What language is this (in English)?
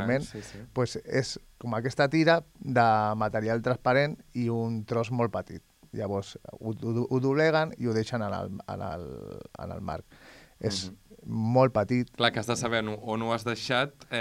Catalan